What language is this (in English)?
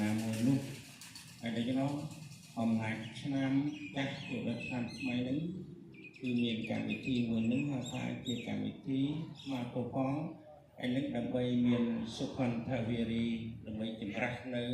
Khmer